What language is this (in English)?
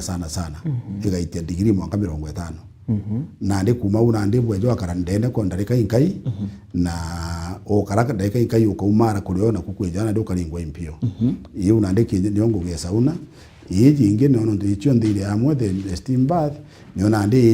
Meru